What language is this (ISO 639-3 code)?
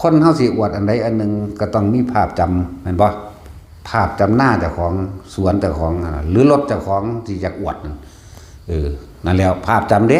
lao